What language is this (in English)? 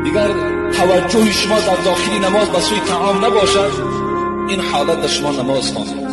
Tajik